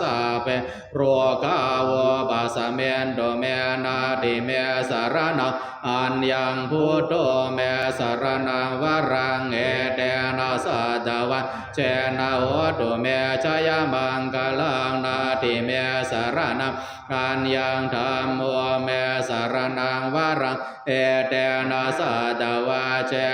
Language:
Pali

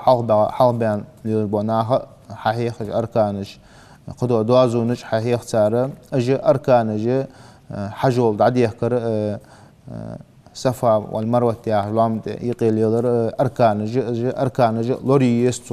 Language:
Ingush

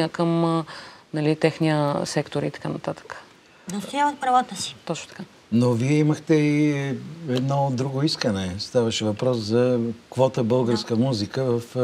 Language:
Bulgarian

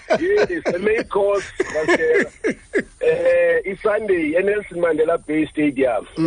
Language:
Xhosa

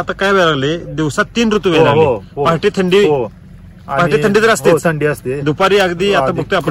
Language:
Marathi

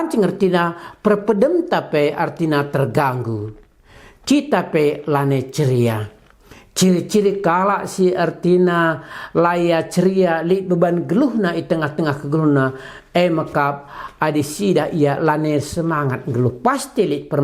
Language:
Batak Karo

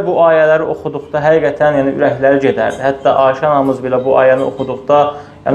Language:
Azerbaijani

